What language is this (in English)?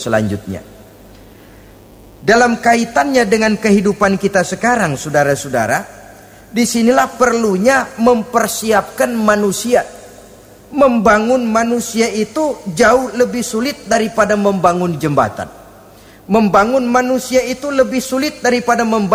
Indonesian